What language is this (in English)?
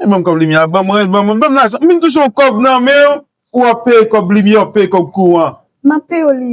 Haitian Creole